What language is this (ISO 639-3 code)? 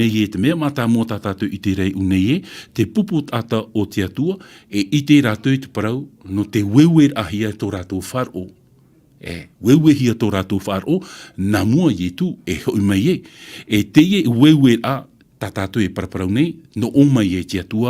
tah